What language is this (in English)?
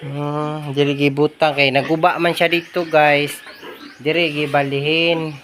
Cebuano